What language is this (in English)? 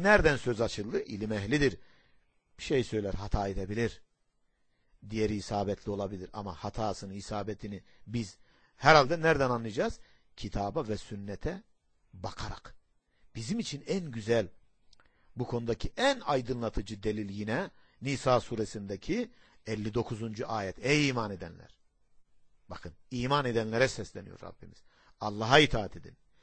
Turkish